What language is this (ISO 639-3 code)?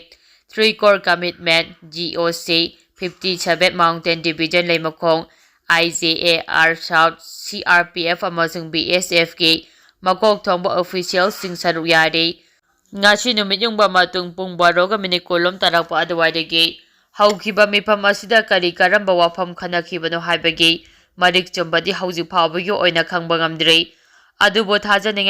mni